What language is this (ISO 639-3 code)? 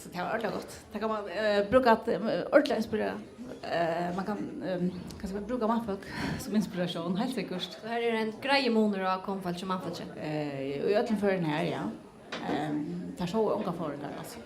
fao